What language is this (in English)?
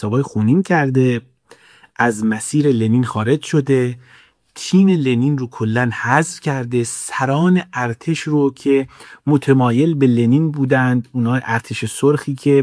Persian